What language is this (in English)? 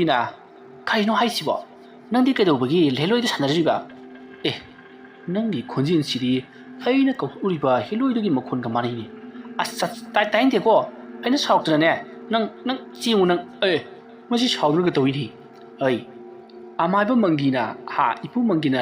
Manipuri